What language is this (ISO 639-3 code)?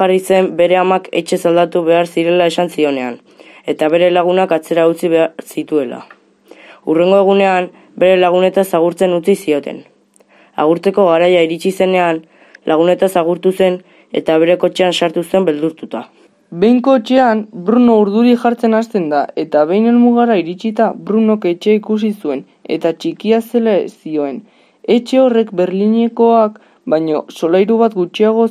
eus